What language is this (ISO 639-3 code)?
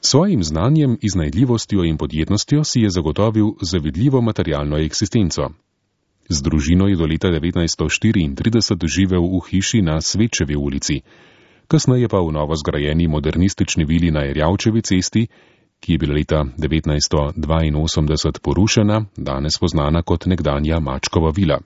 slv